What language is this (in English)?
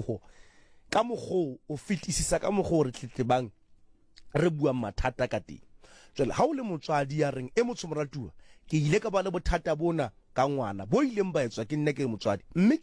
Southern Sotho